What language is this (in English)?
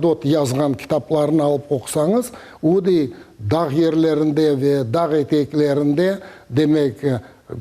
Crimean Tatar